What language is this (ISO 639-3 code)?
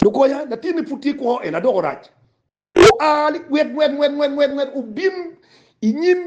ach